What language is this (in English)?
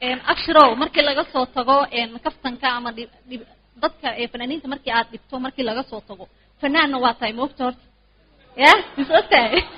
Somali